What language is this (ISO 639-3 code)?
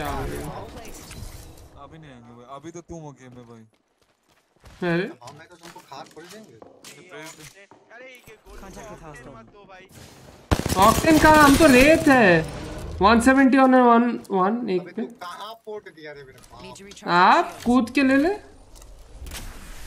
hin